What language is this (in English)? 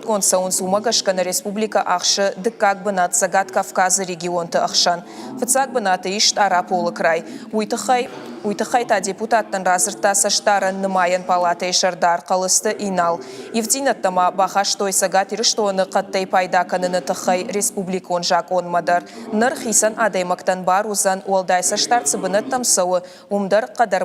Ossetic